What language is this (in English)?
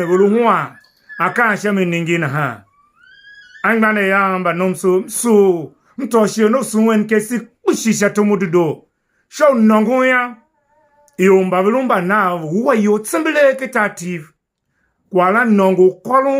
Tiv